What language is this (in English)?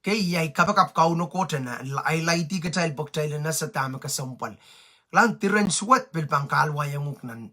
Pohnpeian